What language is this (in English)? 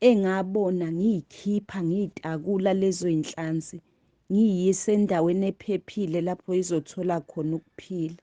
Zulu